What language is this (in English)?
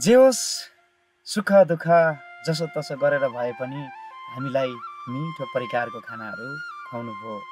Nepali